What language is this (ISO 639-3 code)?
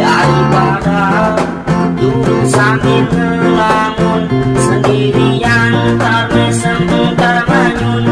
bew